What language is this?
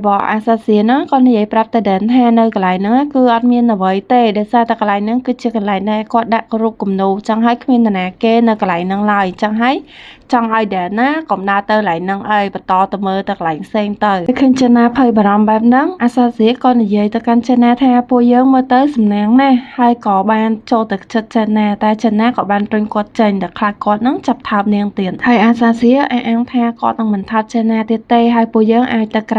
Khmer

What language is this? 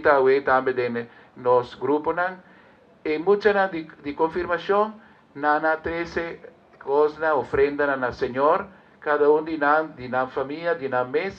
Papiamento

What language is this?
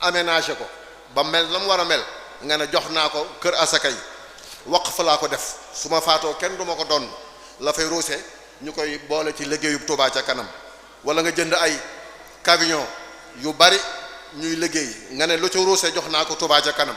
Wolof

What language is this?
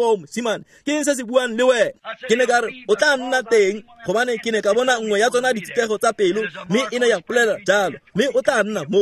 Tswana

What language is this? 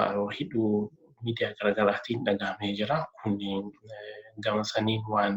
Oromo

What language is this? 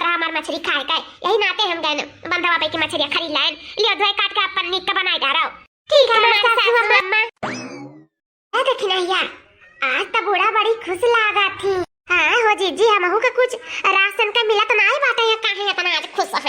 Awadhi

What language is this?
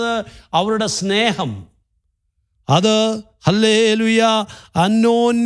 Malayalam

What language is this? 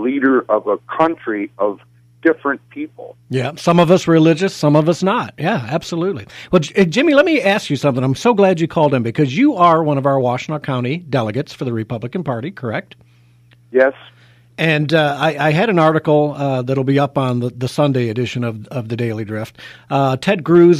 English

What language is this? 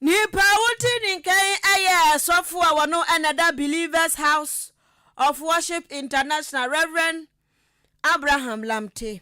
Akan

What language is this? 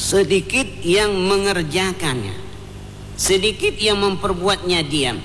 Achinese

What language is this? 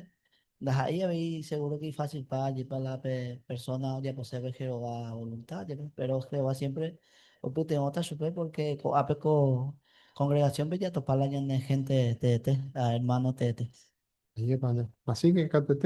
Guarani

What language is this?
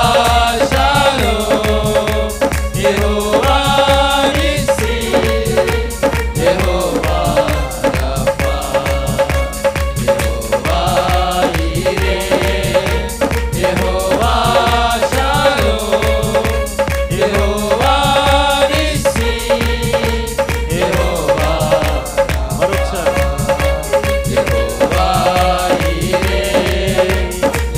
Telugu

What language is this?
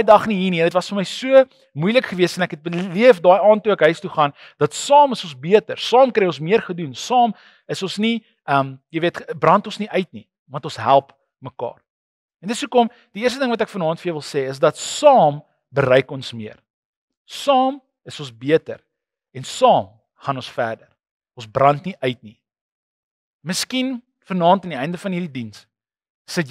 Afrikaans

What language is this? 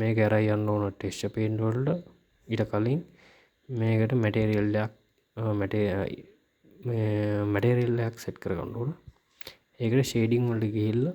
Sinhala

